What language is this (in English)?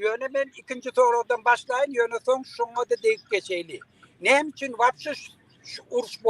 Turkmen